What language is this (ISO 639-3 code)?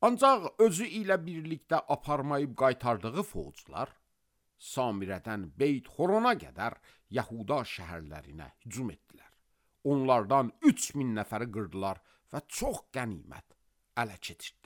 aze